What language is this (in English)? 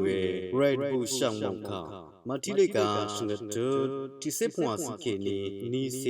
Rawang